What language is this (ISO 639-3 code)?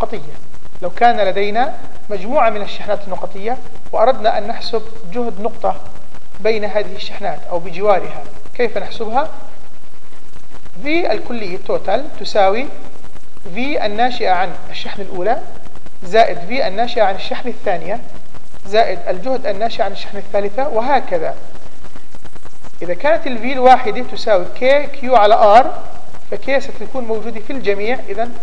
ara